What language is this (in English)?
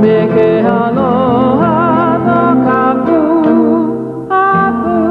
Hawaiian